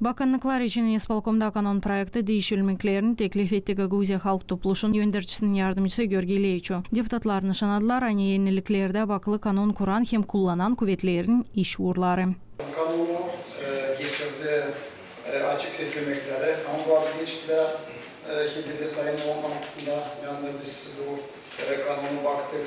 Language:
Gagauz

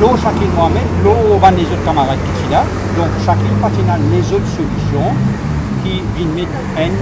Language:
Morisyen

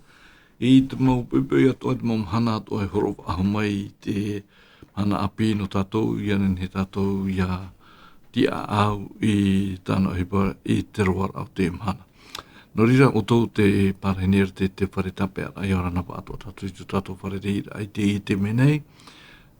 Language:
Tahitian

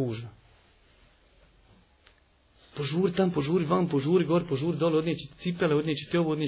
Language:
Bosnian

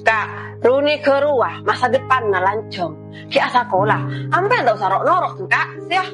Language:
Madurese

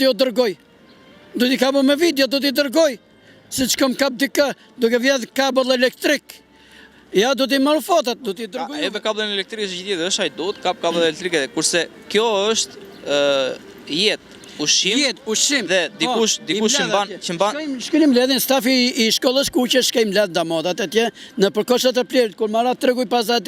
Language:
Albanian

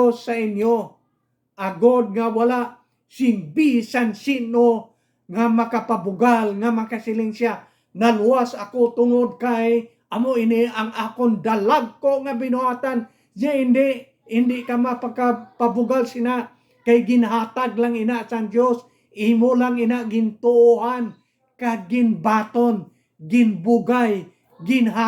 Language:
Hiligaynon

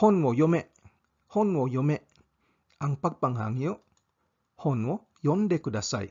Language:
Cebuano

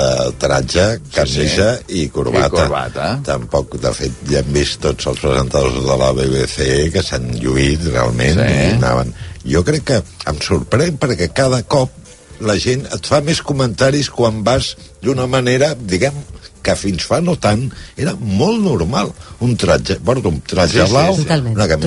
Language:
Catalan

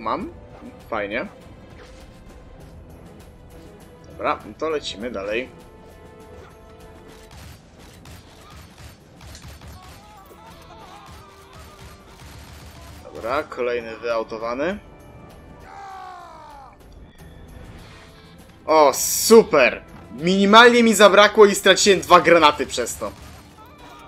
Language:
Polish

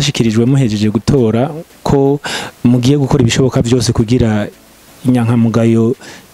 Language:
Rundi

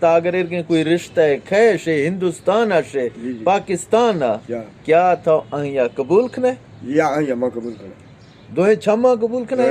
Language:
Eastern Balochi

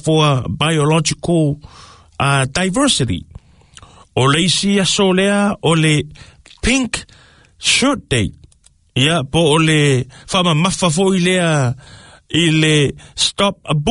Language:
Samoan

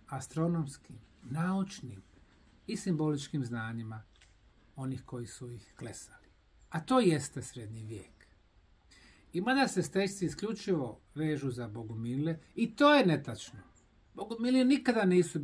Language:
Bosnian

